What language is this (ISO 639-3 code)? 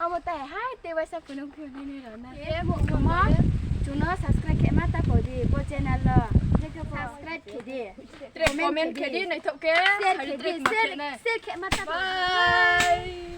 ria